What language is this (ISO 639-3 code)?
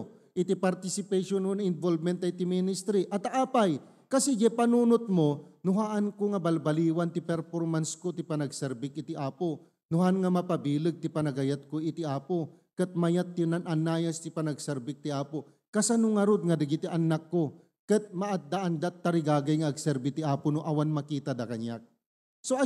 ilo